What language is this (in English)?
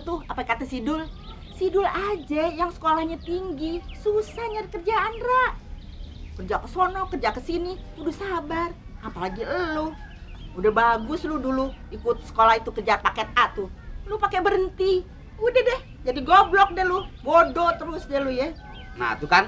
Betawi